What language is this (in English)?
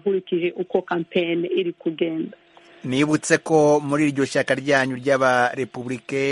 Kinyarwanda